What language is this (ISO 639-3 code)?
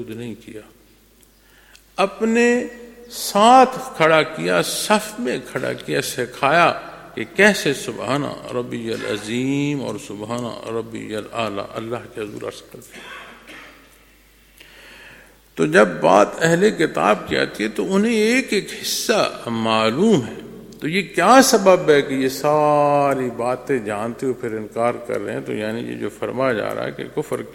urd